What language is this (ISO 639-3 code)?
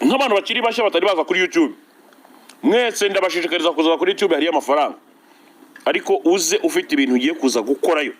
kin